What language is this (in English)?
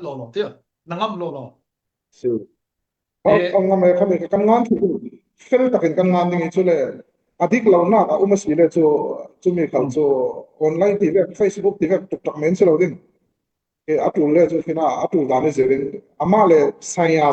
Falam Chin